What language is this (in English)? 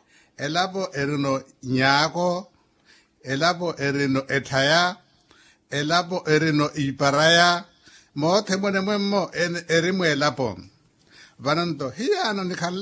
Makhuwa